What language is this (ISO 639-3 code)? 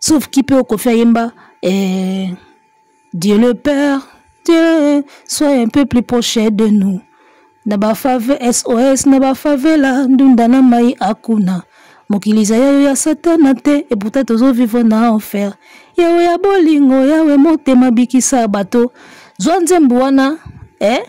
lin